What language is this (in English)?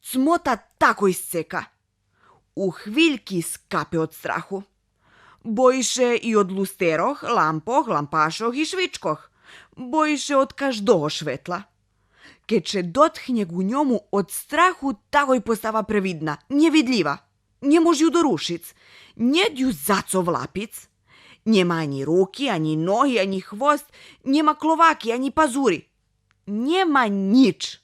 Rusyn